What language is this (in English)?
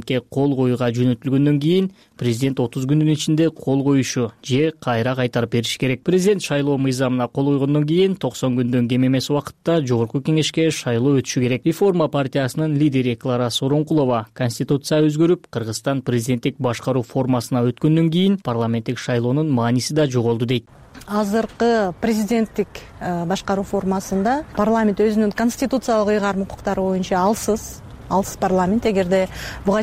Kyrgyz